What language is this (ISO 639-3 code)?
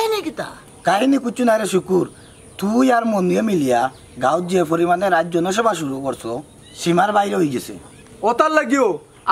syl